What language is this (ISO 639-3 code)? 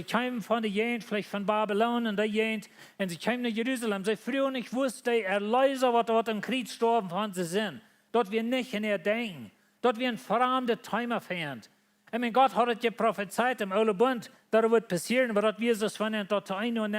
pdt